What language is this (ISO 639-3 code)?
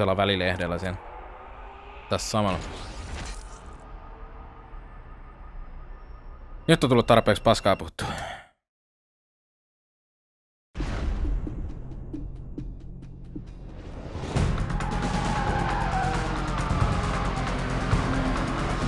fin